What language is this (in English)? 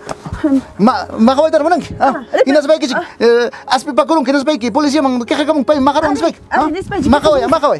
Ayacucho Quechua